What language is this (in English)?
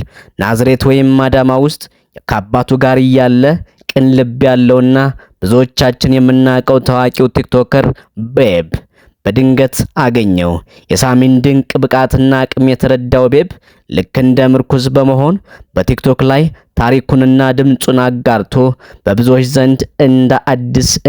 Amharic